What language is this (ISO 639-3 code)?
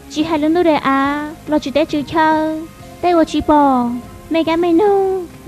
hmn